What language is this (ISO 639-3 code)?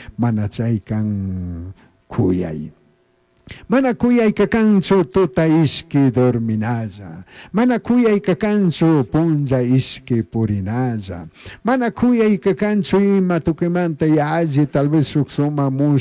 qug